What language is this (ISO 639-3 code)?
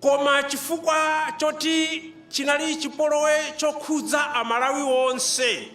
nya